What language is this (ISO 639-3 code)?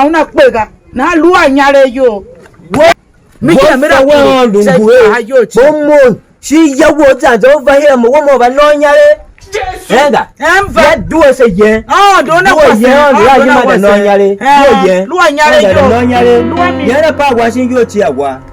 tiv